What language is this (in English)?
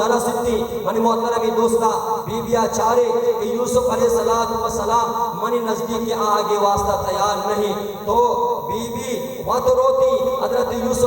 Baluchi